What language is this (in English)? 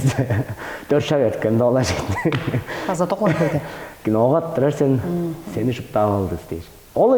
Tuvinian